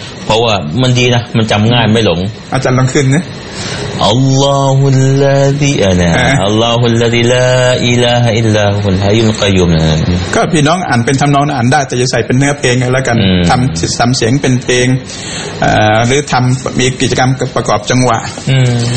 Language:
Thai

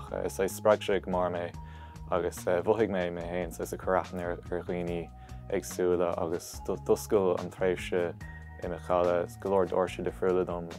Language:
Irish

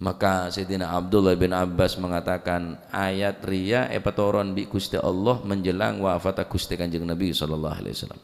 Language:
Madurese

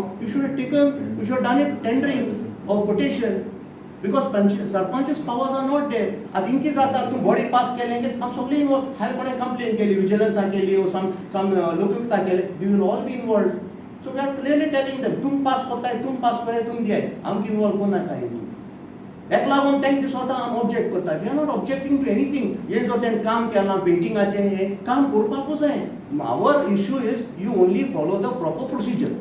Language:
Konkani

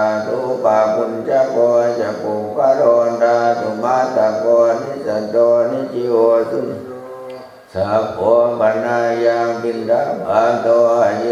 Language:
Pali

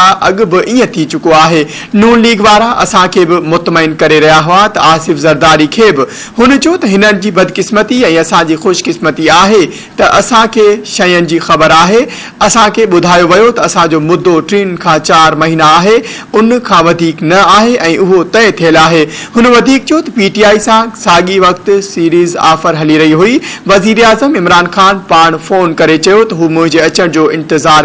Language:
Sindhi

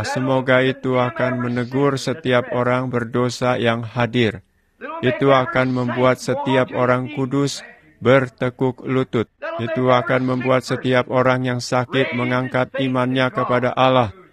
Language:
Indonesian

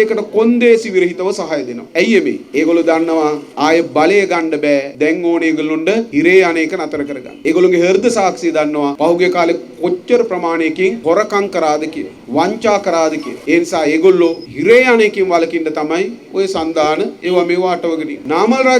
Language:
Sinhala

